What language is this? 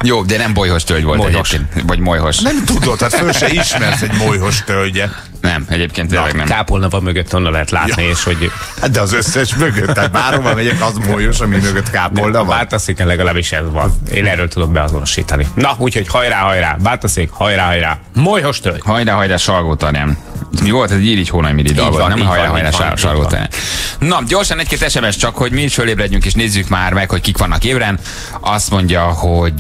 Hungarian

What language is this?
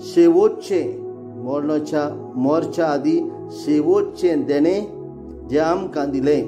Konkani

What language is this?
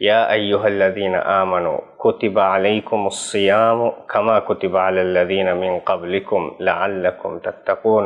Divehi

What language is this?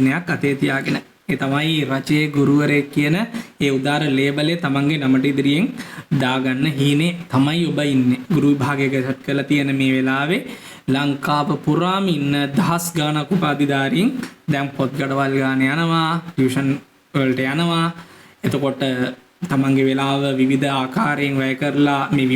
Sinhala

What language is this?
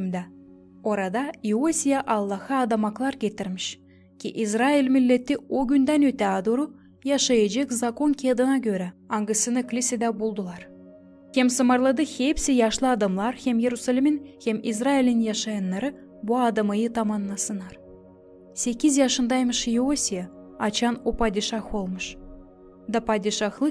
Gagauz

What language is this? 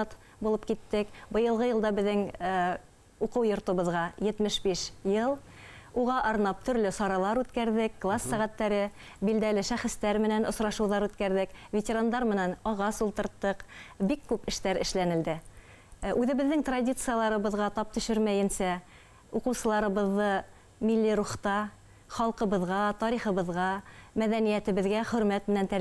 Bashkir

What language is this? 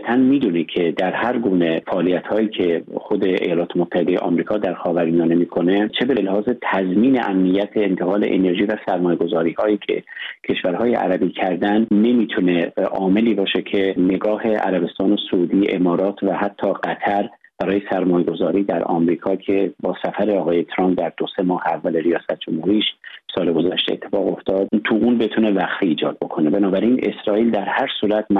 Persian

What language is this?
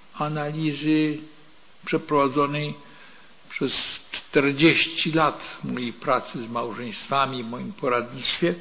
Polish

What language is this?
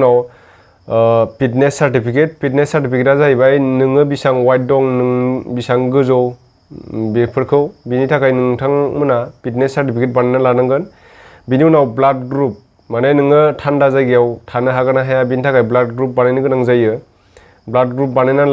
Bodo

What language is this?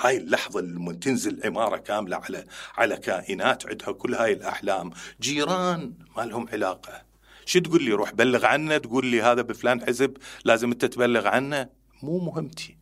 Mesopotamian Arabic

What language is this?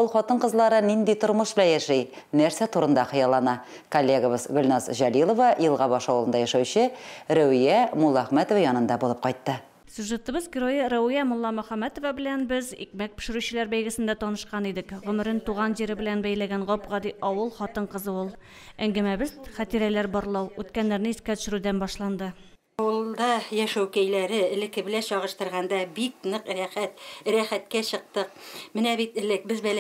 Tatar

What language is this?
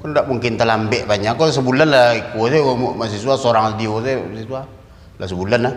Minangkabau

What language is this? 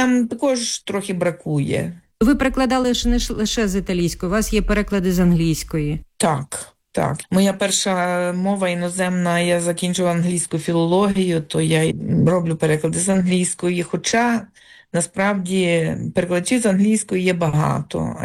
Ukrainian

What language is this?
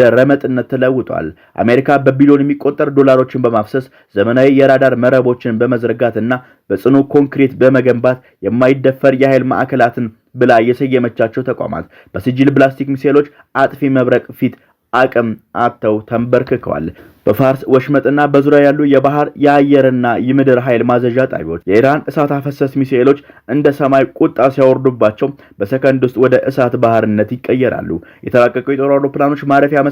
Amharic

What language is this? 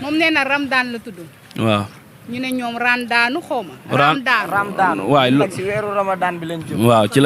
Wolof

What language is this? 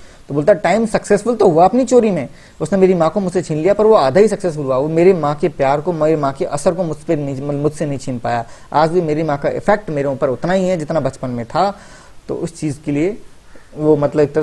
Hindi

